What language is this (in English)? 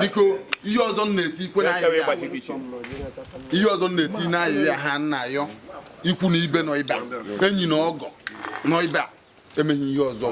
Igbo